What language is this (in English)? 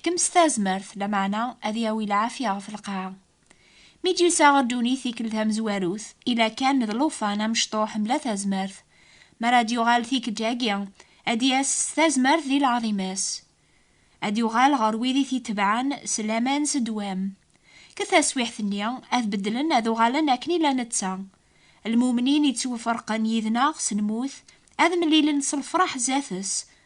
Kabyle